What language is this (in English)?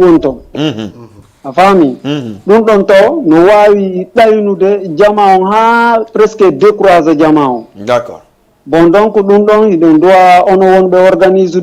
Fula